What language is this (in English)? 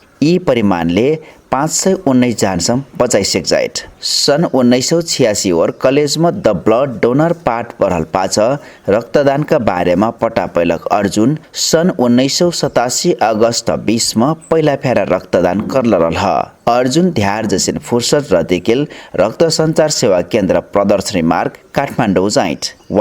Dangaura Tharu